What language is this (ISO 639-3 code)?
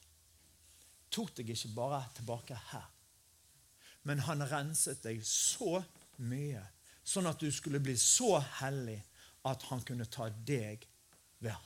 nor